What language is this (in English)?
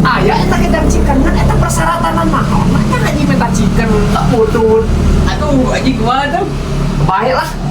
Sundanese